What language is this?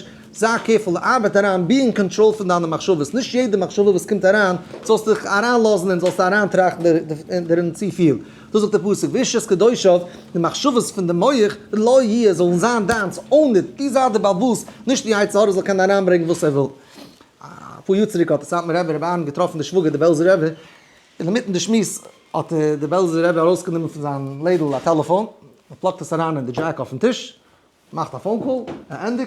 Yiddish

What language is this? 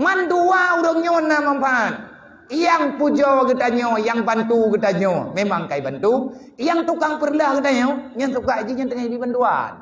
Achinese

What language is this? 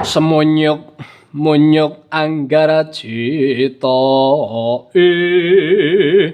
Javanese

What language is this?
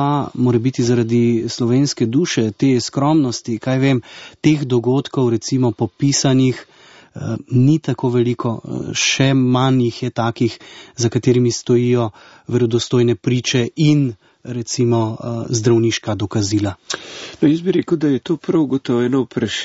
Slovenian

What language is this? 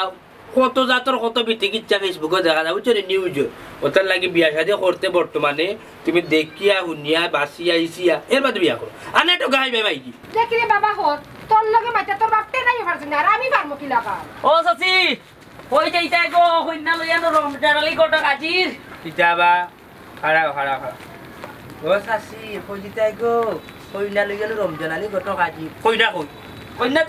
Sylheti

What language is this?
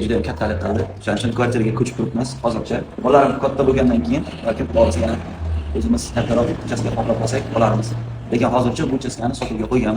Uzbek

